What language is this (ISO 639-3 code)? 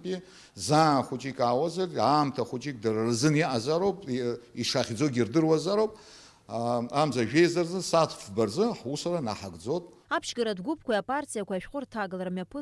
abk